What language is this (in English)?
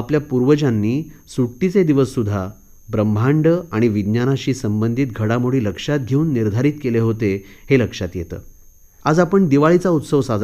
Marathi